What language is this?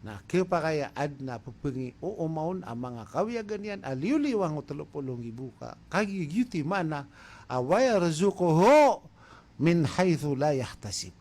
Maranao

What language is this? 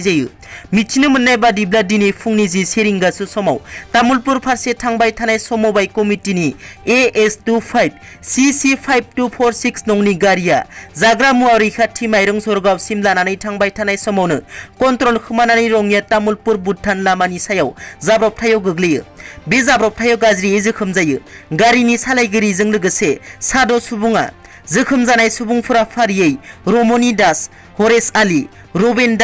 Bodo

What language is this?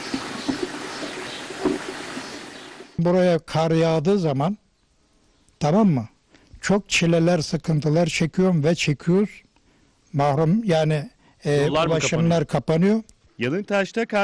Turkish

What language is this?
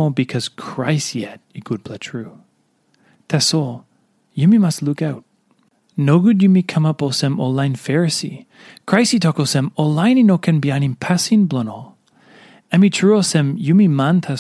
Tok Pisin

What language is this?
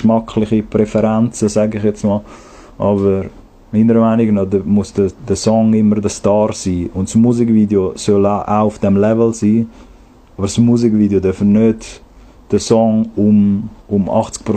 Swiss German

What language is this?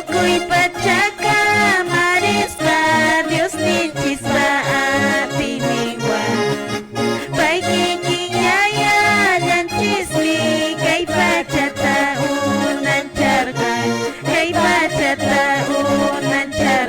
Quechua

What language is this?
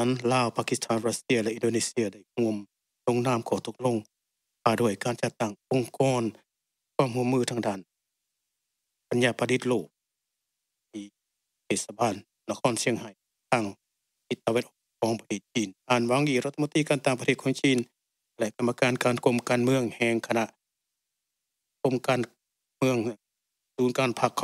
Thai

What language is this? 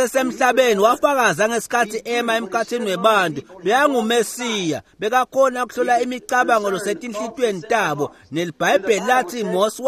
Swati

